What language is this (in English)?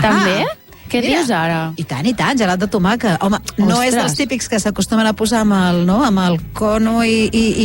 Catalan